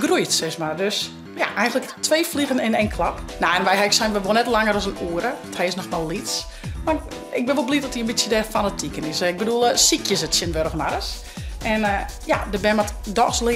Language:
Western Frisian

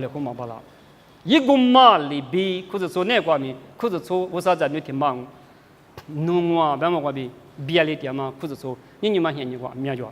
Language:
Lisu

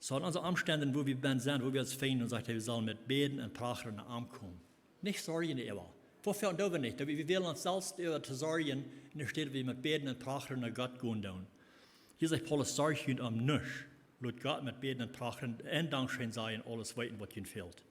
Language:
Plautdietsch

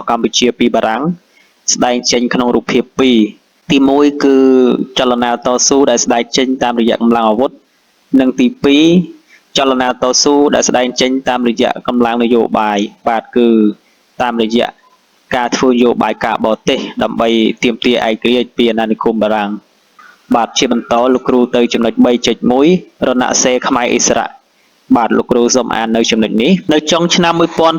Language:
Khmer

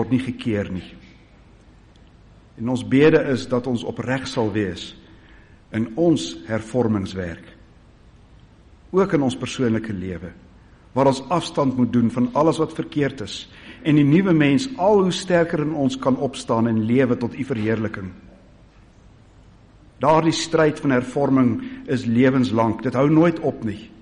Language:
Afrikaans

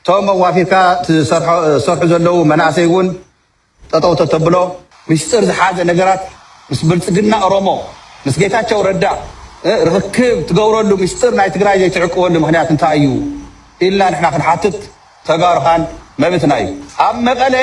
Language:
Tigrinya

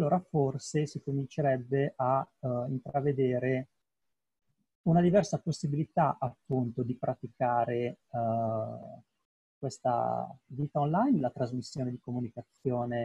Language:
Italian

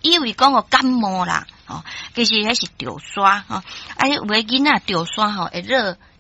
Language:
Min Nan Chinese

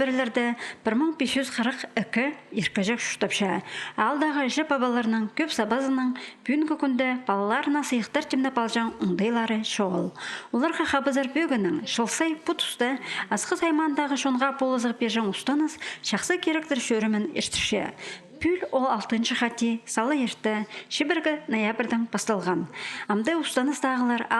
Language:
Khakas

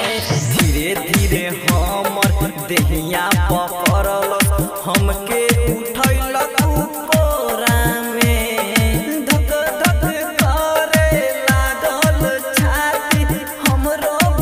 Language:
Bhojpuri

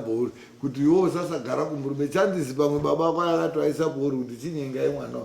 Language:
Shona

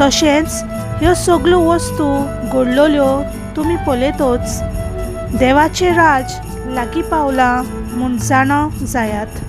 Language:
Konkani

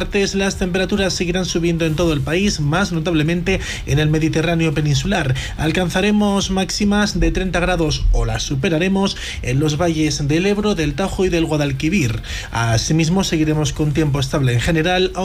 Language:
Spanish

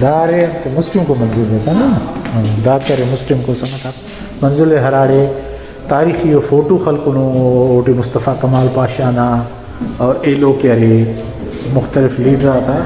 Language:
Brahui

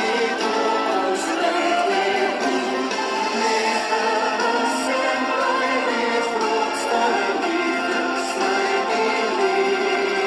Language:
Afrikaans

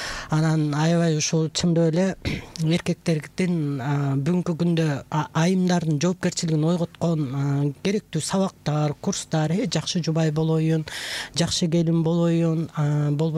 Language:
Kyrgyz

